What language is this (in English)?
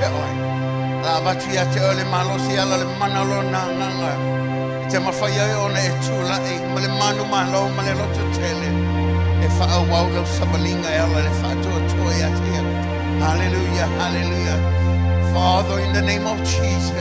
Samoan